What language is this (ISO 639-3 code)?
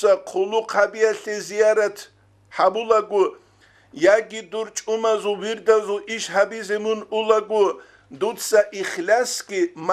ava